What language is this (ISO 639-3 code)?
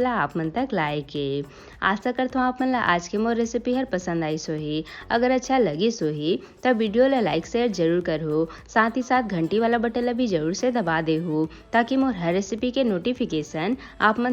hne